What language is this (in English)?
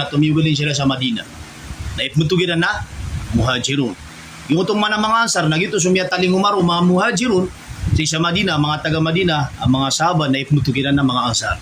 Maranao